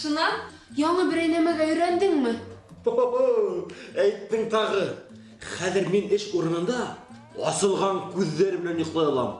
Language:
Bashkir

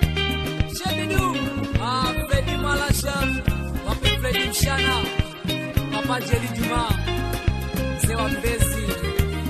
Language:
Swahili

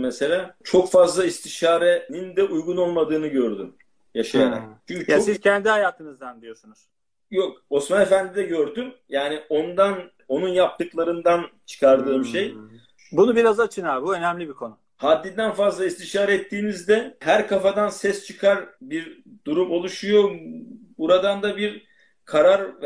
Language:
Turkish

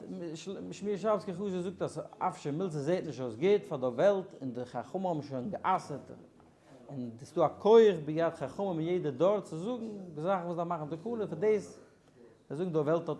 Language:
Yiddish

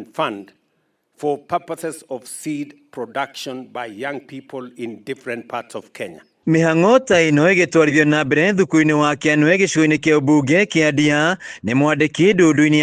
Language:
Kikuyu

